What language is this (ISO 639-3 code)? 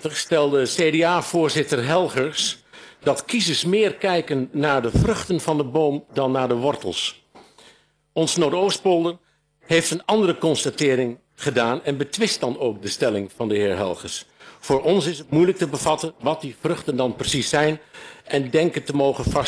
nld